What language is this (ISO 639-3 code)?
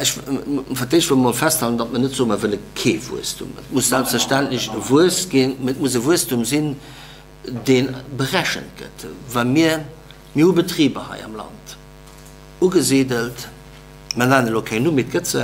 ltz